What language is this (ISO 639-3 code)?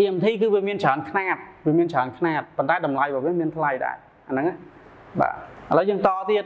khm